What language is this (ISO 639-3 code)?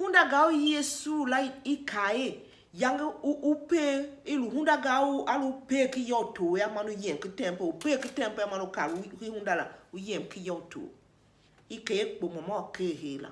tiv